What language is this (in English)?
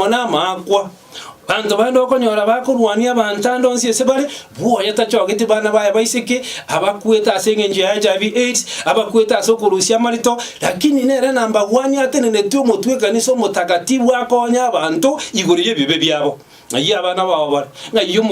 Gusii